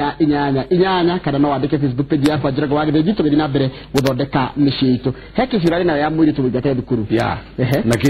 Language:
Kikuyu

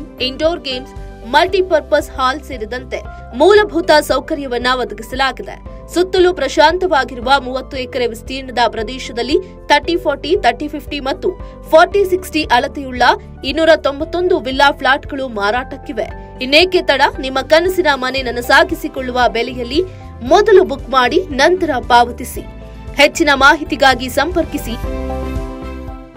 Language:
Kannada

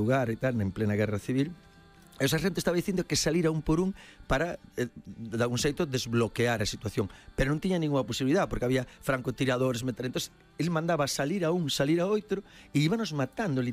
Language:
Galician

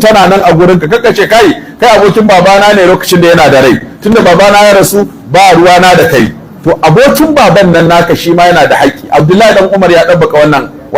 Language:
Hausa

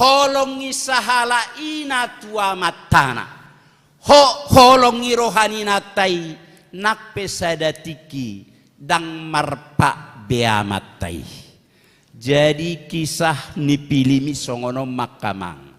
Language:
Batak Toba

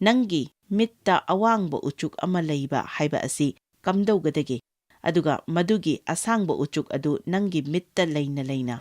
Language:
Manipuri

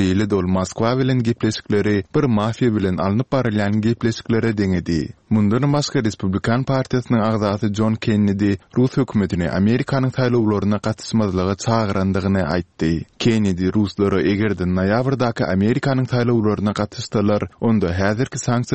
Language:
Turkmen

